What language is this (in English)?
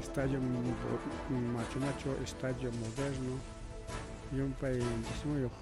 Ayacucho Quechua